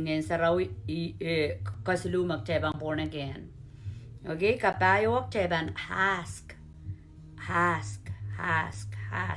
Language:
Pohnpeian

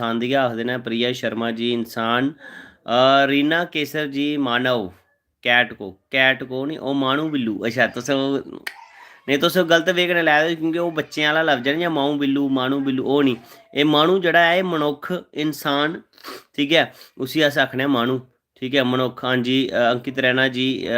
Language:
Dogri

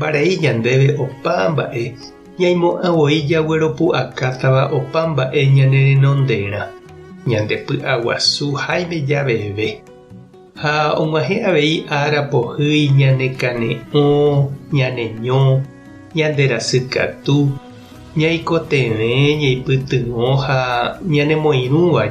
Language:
Guarani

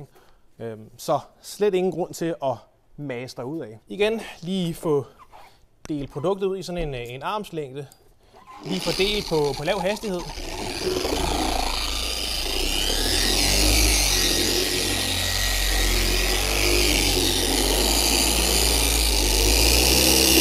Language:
Danish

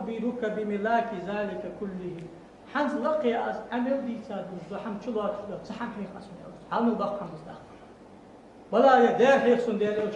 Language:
Ingush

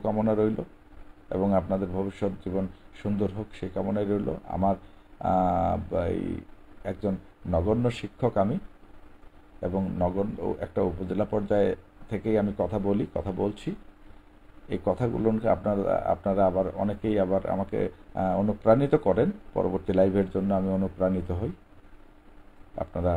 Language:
Bangla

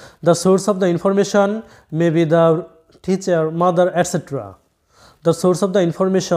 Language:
Bangla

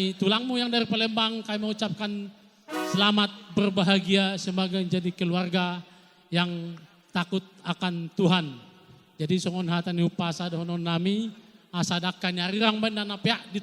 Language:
Batak Toba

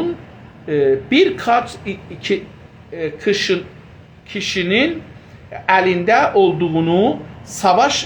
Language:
South Azerbaijani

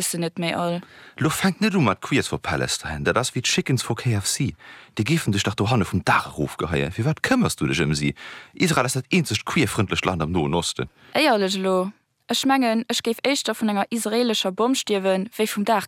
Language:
Luxembourgish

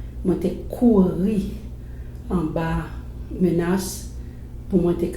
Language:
Haitian Creole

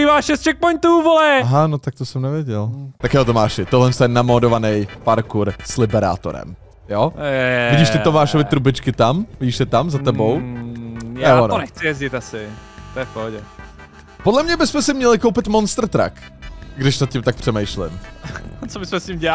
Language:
Czech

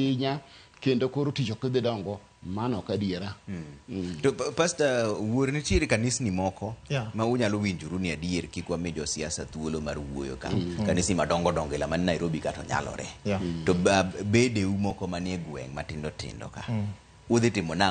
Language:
Luo (Kenya and Tanzania)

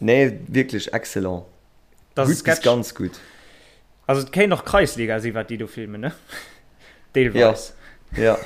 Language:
Luxembourgish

